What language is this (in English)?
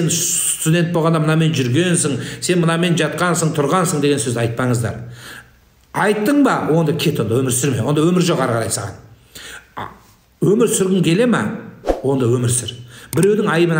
Kazakh